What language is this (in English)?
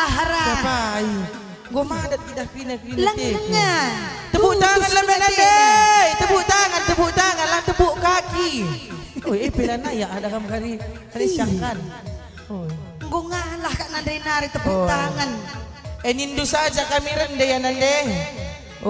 Batak Karo